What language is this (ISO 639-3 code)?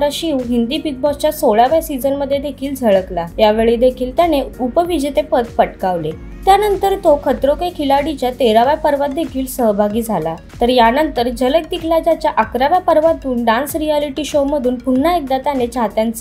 mar